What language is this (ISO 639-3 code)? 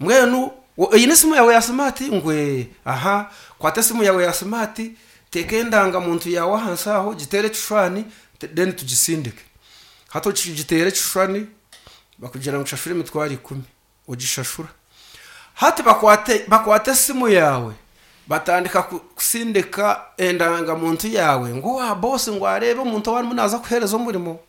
nyn